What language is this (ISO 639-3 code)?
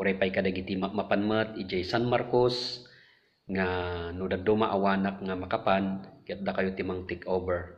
ilo